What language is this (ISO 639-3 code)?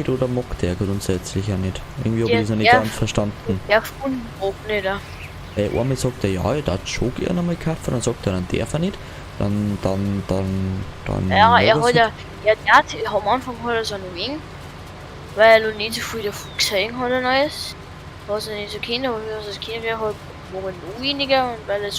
bar